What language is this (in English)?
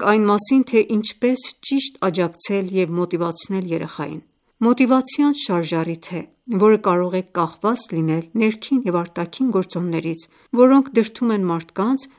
Armenian